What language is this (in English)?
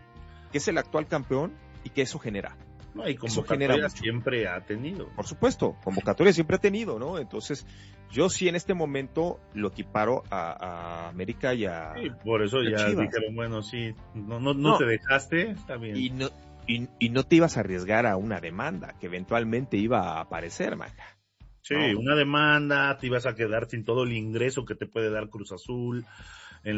Spanish